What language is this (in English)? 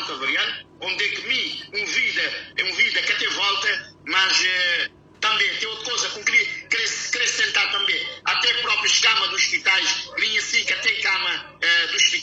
Kabuverdianu